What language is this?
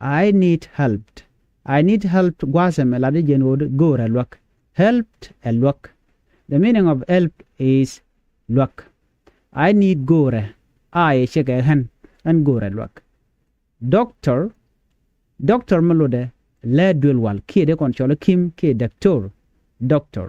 Nuer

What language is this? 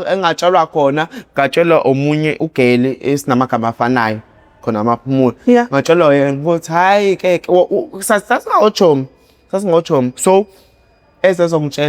Zulu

